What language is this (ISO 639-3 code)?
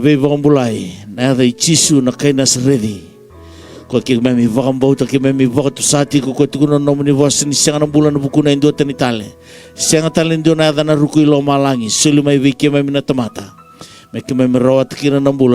fij